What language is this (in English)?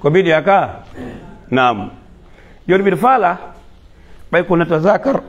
Fula